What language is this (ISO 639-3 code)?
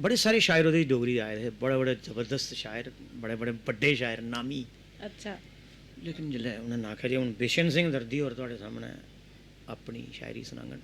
doi